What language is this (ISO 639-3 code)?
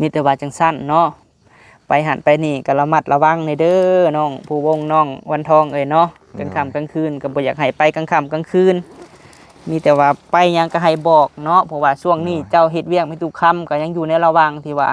lao